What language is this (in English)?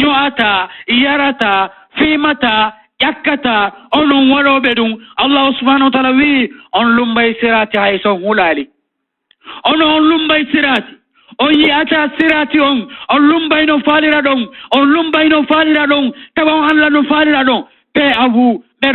Fula